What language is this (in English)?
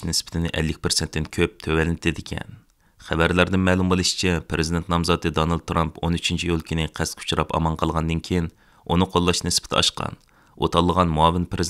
Uyghur